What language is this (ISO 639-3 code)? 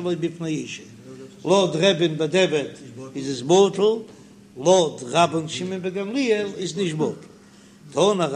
yid